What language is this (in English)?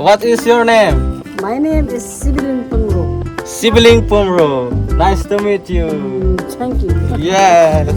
Karbi